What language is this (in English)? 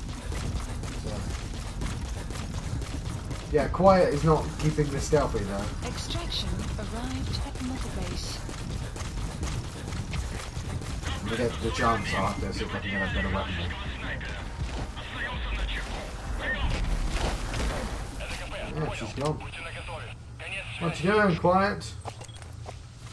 English